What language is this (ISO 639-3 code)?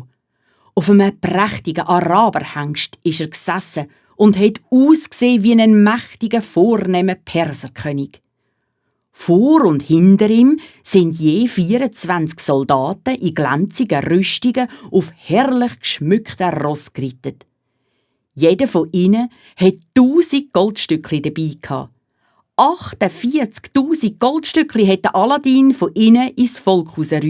gsw